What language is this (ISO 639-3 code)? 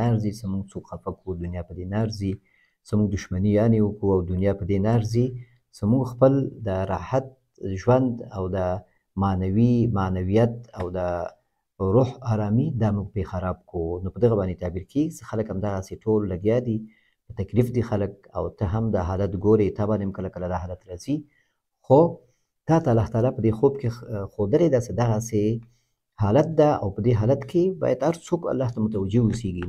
pus